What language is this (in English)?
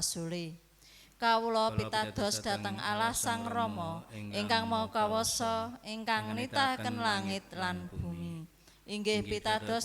Javanese